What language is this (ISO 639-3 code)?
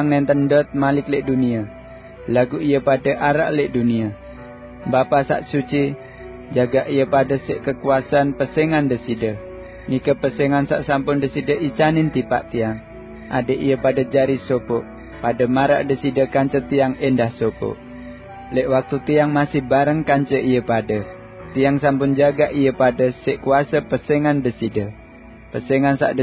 sas